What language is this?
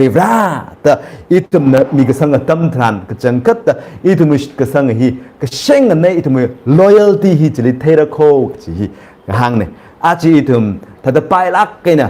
Tangkhul Naga (India)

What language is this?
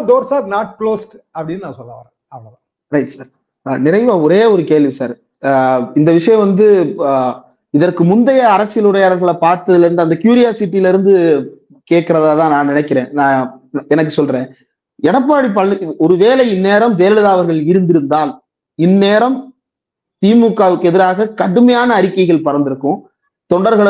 Tamil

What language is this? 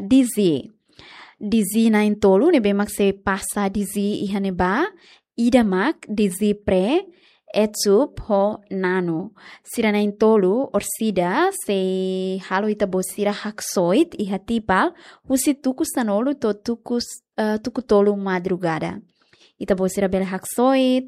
Tetum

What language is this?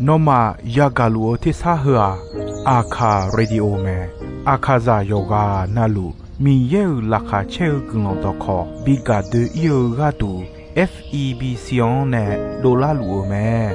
Akha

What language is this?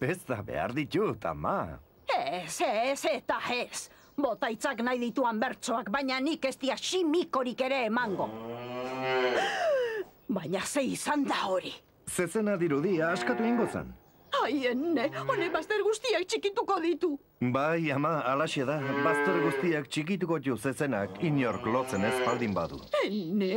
Basque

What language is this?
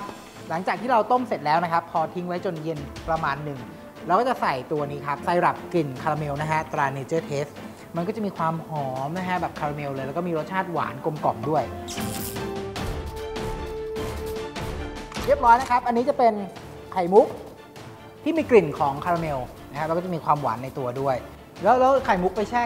Thai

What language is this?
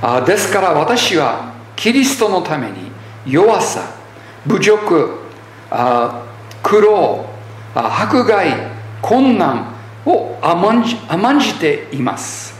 Japanese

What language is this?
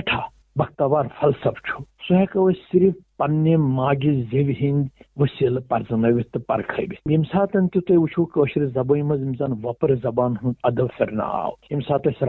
Kashmiri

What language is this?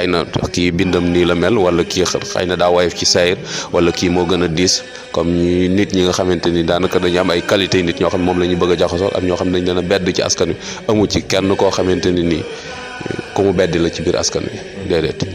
Wolof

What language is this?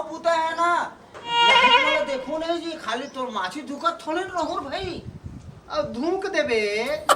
Chhattisgarhi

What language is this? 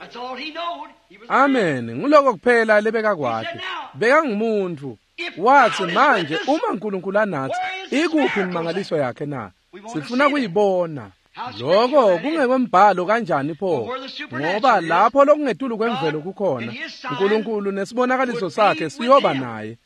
Swati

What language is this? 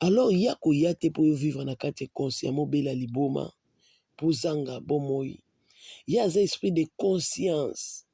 Lingala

